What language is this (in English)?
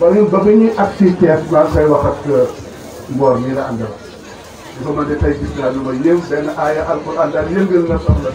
Wolof